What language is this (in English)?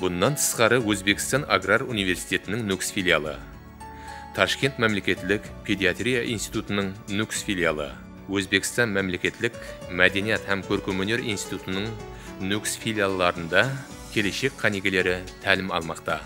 Kara-Kalpak